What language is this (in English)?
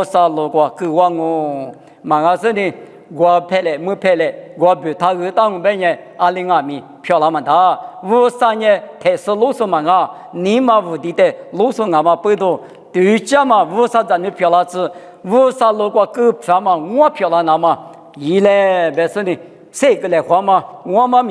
Lisu